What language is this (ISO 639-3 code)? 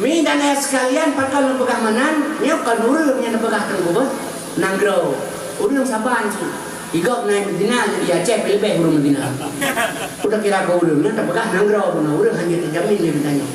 ace